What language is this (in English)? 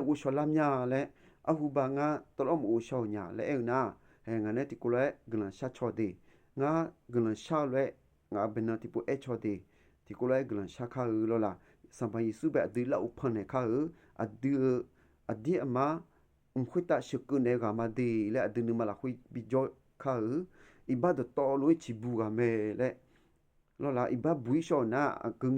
Akha